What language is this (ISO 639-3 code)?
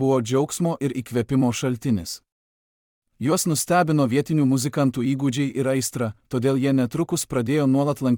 lit